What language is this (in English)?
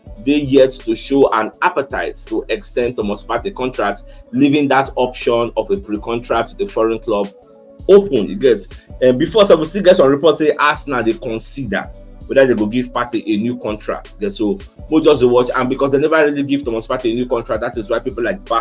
Nigerian Pidgin